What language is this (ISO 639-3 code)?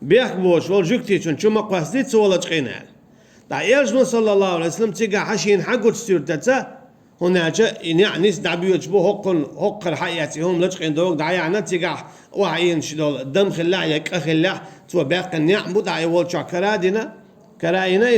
che